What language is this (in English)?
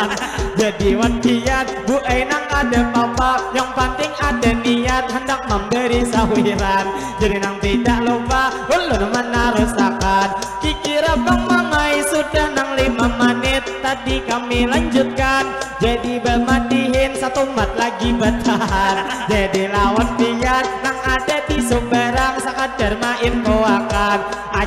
Banjar